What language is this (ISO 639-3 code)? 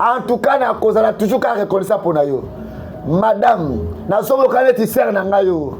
lin